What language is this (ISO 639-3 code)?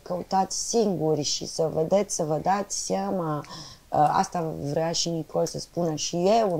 ron